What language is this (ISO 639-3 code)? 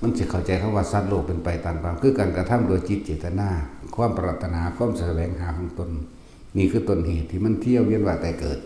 tts